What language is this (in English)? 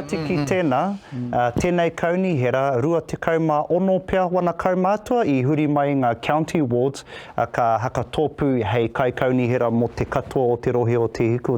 Māori